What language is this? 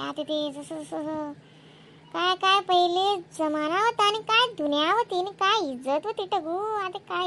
Khandesi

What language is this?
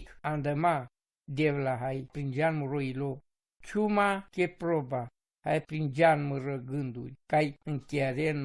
Romany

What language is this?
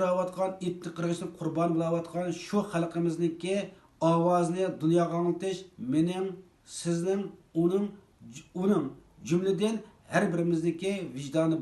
Uyghur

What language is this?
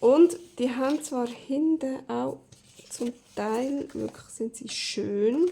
Swiss German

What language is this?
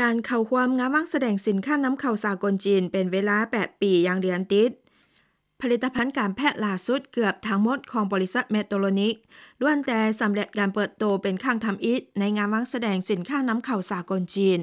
Lao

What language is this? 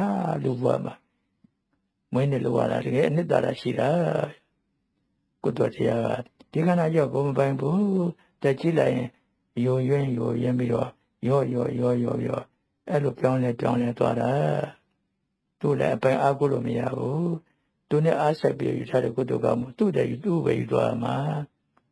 Burmese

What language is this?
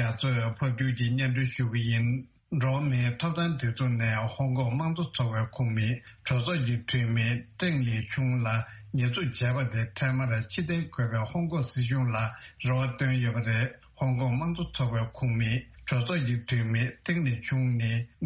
Tibetan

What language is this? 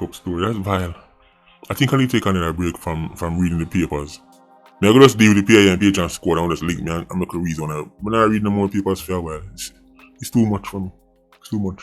Jamaican Creole English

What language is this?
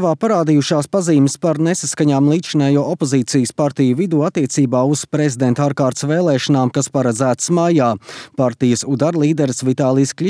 Latvian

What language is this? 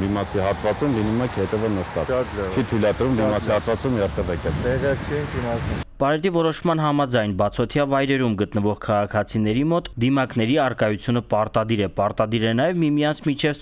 Armenian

